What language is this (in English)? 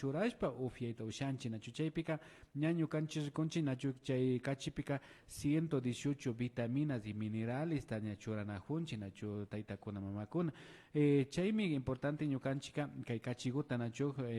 Imbabura Highland Quichua